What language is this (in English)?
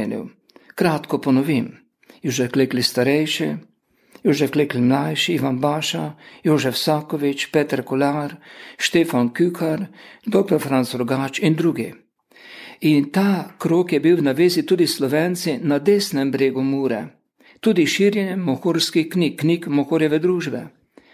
Slovenian